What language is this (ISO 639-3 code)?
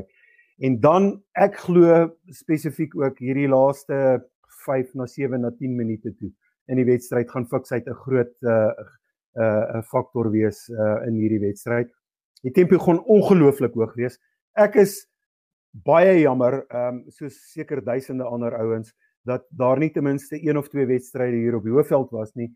afr